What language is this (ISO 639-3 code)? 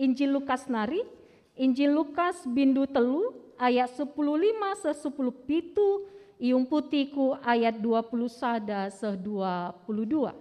btx